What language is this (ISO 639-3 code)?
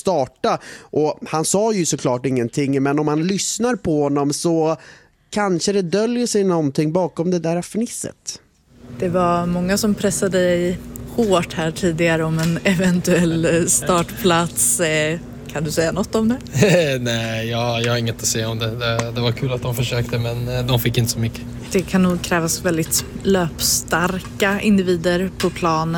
swe